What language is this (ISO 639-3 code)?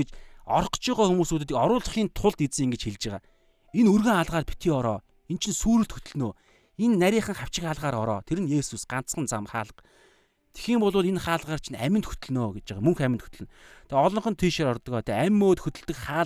mon